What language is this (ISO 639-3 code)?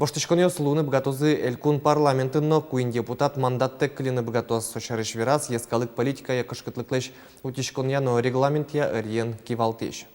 udm